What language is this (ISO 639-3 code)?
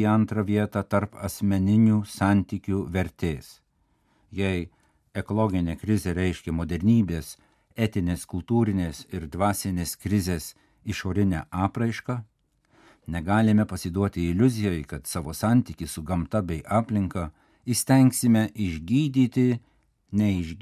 lit